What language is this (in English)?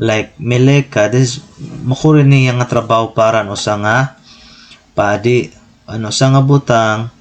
Waray